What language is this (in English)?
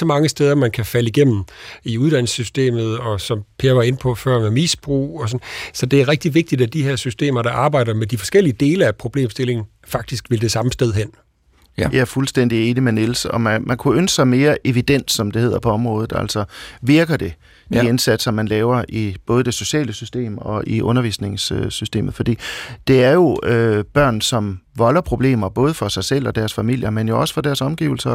Danish